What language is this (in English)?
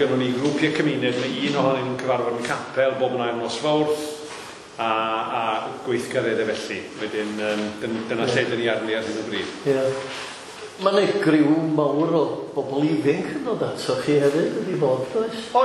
Welsh